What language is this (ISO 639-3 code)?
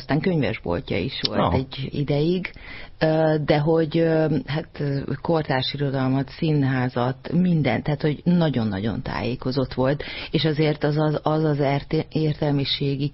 hun